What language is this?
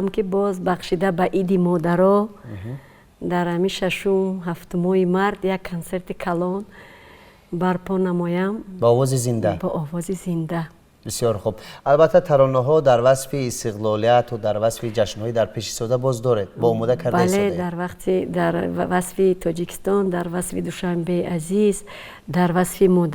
Tajik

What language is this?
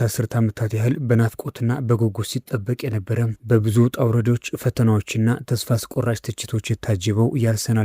Amharic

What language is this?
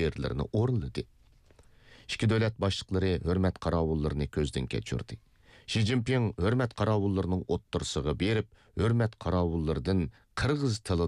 Uyghur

